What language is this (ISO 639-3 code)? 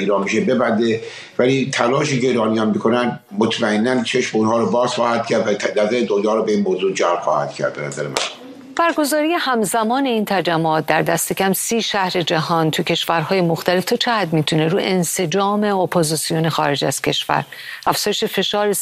fas